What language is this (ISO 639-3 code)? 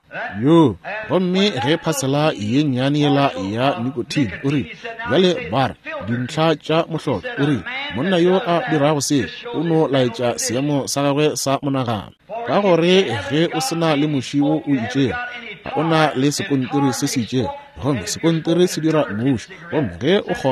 nso